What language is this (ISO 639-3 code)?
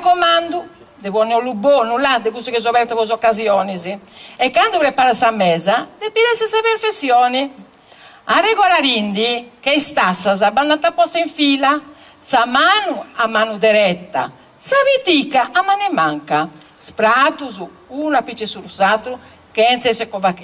srd